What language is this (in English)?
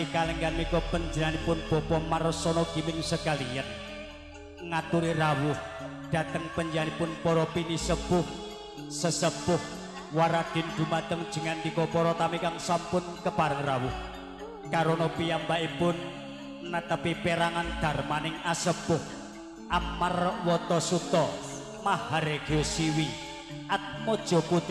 Javanese